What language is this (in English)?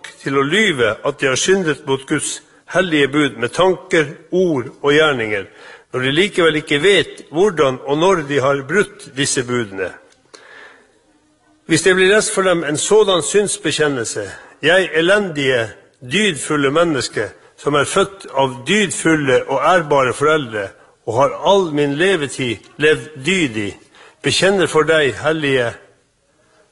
Norwegian